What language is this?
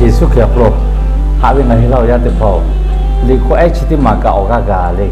Lahu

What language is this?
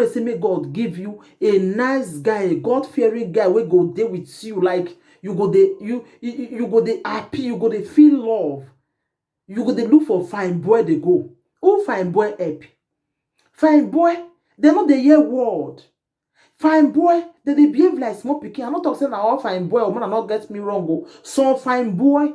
Nigerian Pidgin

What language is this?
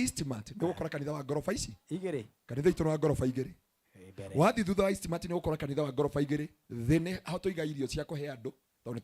Kikuyu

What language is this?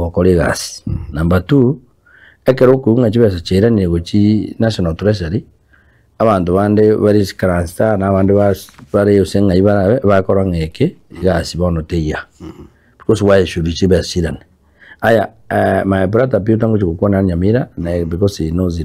Gusii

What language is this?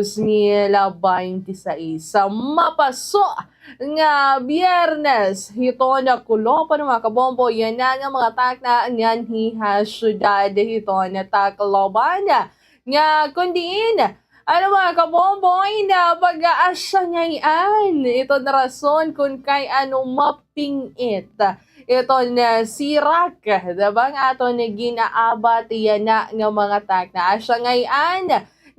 Waray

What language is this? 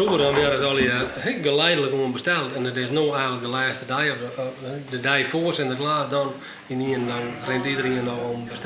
Western Frisian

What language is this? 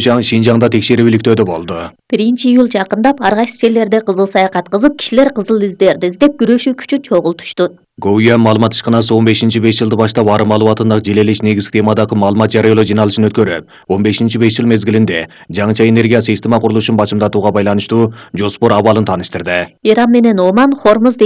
Kyrgyz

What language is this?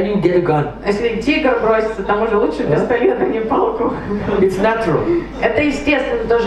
Russian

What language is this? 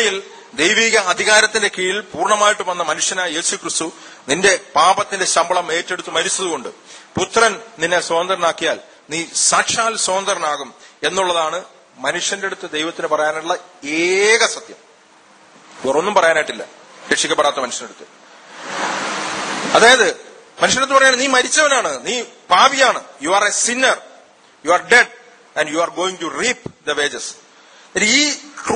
Malayalam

